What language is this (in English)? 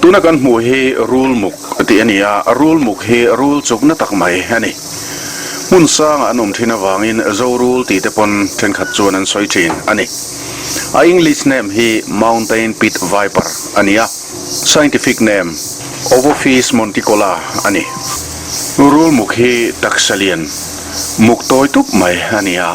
Mizo